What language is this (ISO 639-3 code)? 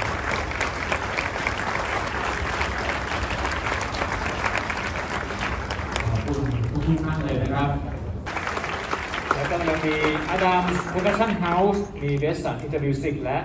tha